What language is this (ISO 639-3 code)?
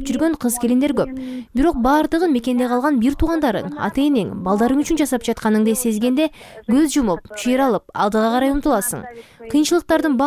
kir